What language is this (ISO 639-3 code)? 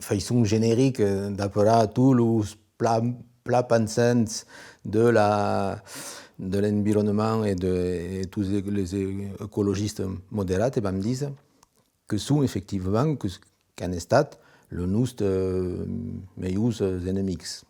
oci